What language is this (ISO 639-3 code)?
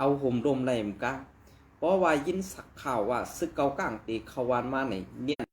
shn